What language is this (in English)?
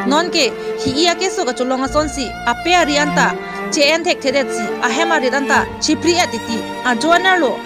Karbi